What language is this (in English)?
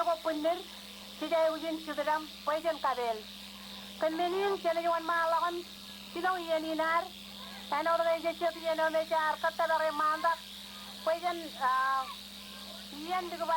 Marshallese